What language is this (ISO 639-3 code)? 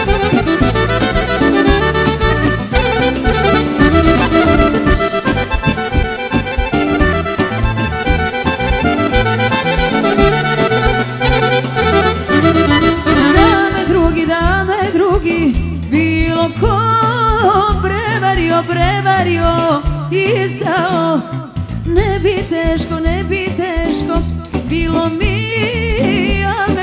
srp